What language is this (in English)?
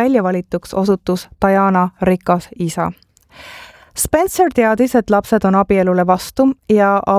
Estonian